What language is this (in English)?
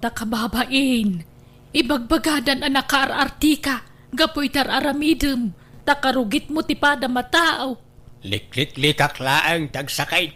Iloko